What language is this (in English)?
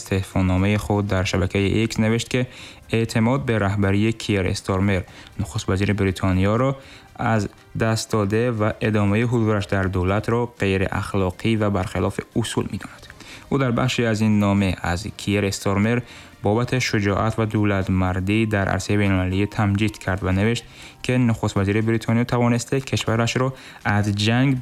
Tajik